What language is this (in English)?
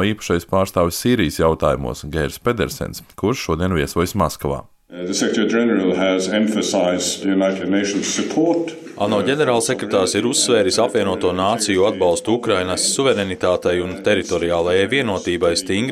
Latvian